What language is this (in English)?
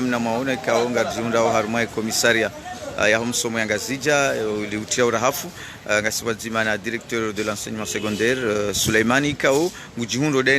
Ngazidja Comorian